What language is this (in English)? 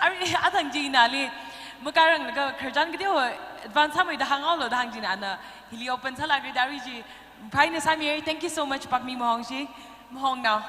Tangkhul Naga (India)